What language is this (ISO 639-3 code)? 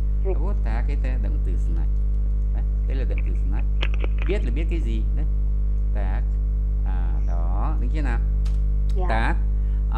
vie